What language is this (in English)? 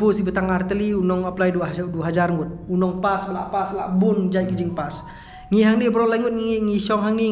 Khasi